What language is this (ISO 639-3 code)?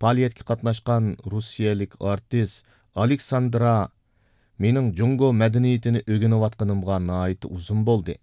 uig